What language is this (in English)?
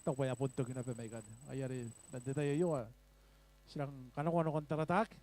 Gilbertese